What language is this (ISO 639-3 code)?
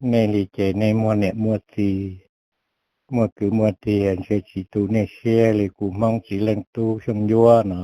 hmn